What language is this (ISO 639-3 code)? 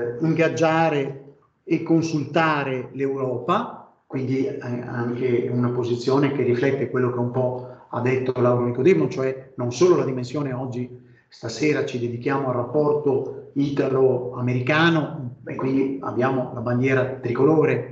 ita